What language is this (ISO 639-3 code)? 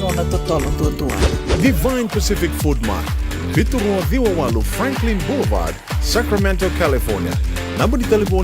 fij